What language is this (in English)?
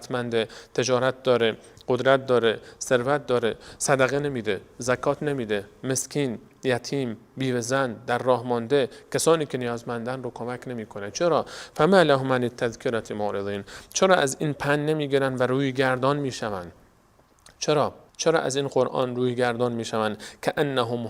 Persian